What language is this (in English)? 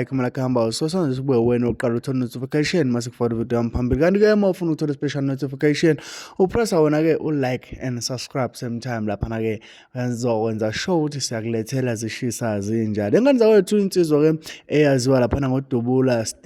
Zulu